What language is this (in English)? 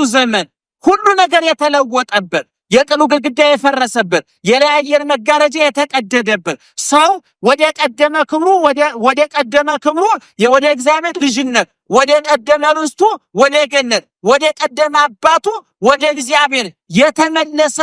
Amharic